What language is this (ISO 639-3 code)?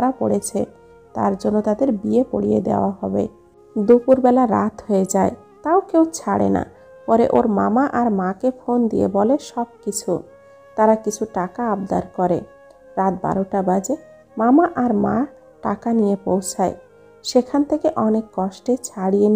ben